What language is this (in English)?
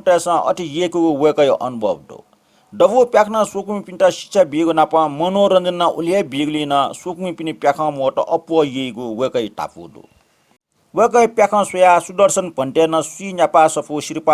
Newari